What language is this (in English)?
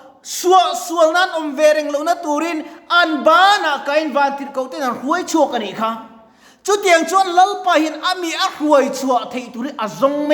Mizo